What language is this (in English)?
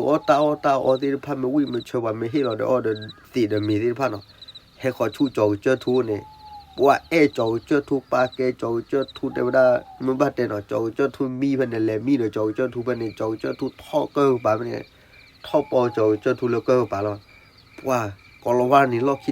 S'gaw Karen